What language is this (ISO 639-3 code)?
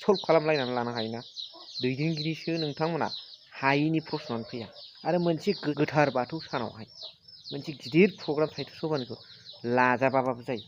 brx